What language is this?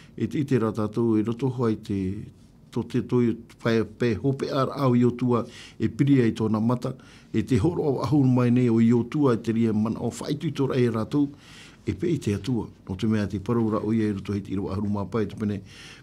Tahitian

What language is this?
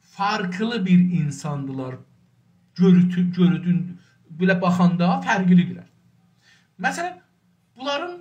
South Azerbaijani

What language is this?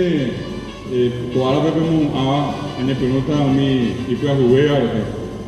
Guarani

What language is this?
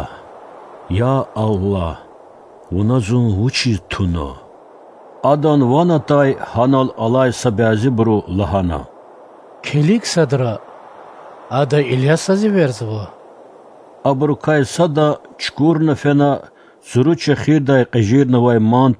Lezghian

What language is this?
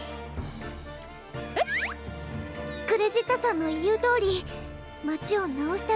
Japanese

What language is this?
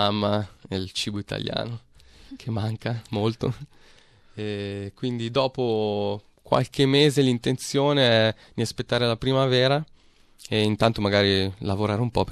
Italian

